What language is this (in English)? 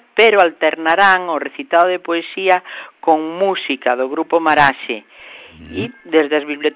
Galician